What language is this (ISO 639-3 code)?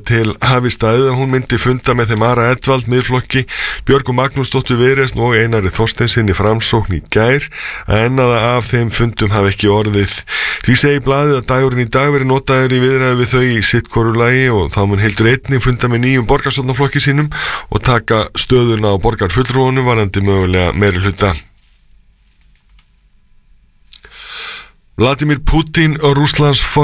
isl